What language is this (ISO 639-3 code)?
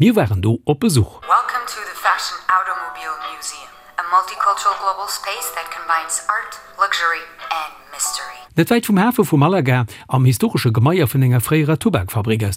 ltz